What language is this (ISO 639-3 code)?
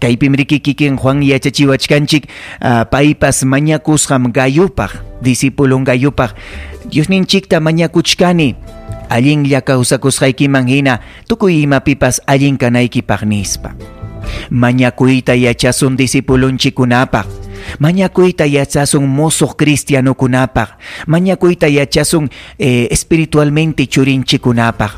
quy